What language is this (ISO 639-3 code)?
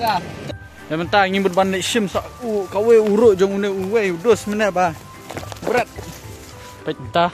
kha